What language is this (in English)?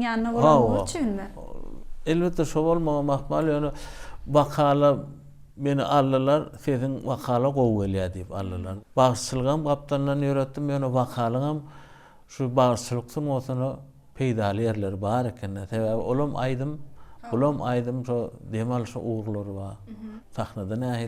Turkmen